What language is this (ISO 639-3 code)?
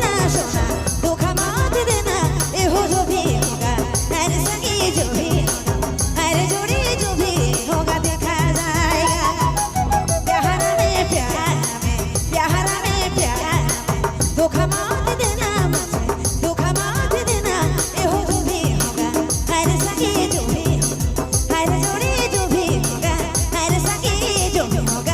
sck